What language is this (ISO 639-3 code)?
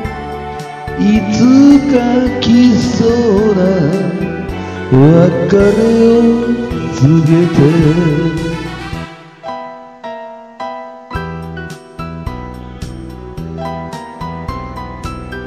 jpn